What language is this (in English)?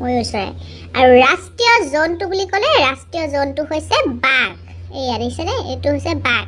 Assamese